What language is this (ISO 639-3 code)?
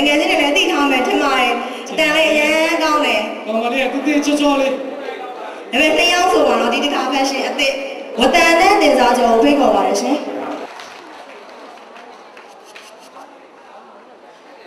mya